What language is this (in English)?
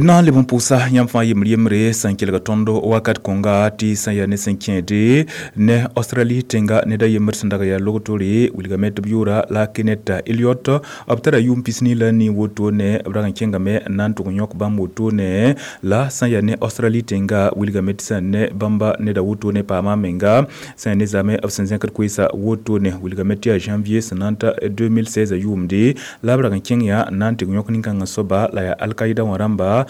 Mossi